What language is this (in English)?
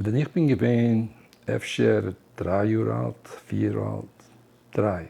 Yiddish